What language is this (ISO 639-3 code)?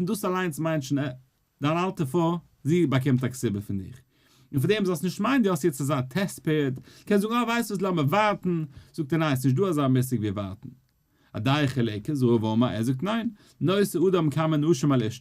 yid